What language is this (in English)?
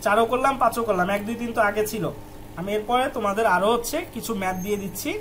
Bangla